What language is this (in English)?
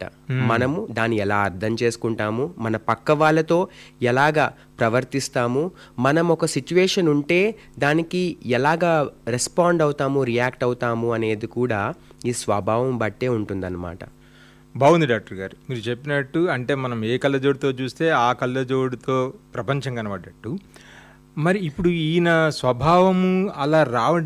Telugu